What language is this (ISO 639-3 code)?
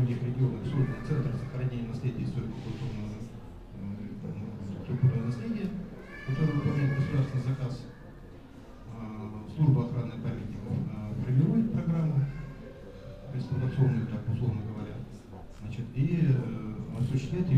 rus